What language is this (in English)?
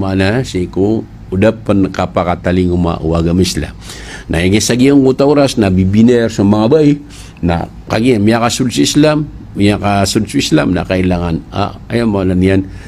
Maranao